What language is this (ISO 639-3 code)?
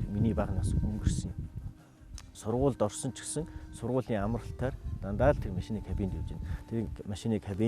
mon